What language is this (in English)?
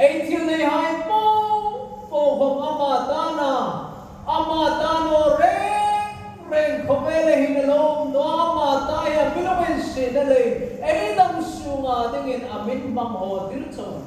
Hmar